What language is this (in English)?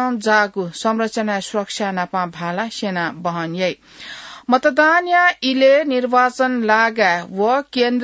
Newari